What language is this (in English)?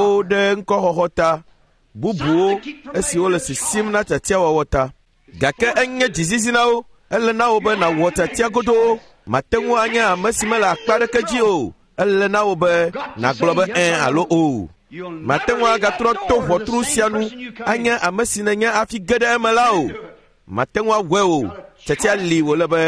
Ewe